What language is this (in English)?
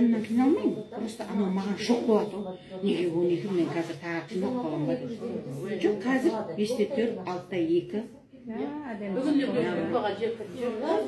Kazakh